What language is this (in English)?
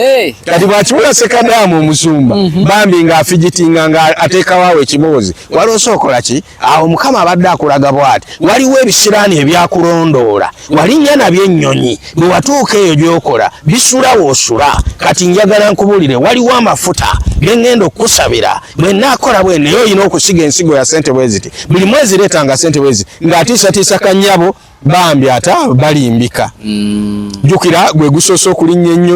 Ganda